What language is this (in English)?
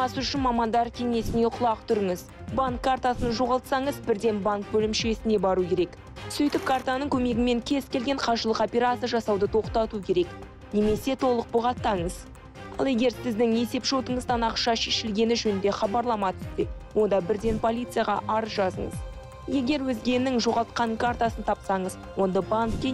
Kazakh